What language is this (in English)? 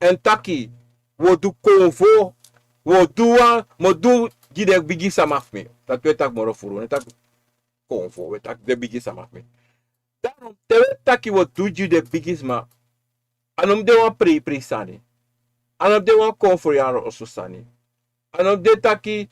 Sranan Tongo